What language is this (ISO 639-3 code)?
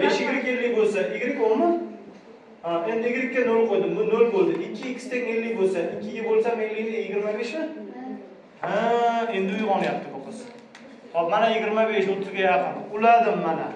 uzb